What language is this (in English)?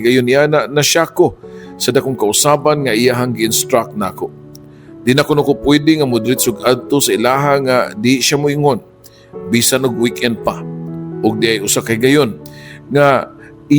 Cebuano